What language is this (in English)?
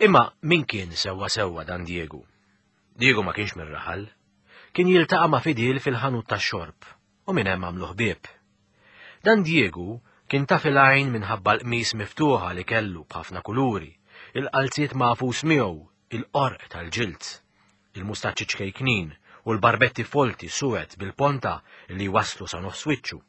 Maltese